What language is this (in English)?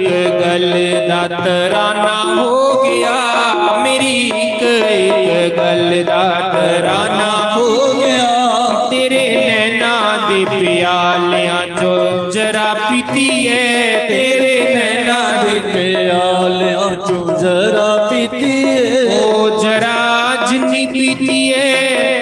Dogri